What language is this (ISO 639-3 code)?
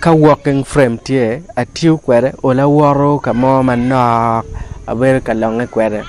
ach